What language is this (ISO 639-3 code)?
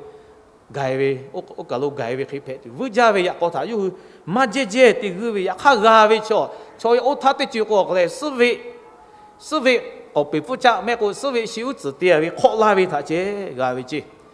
lhu